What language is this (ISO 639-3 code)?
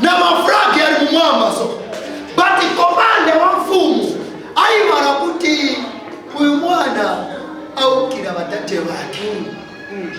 nya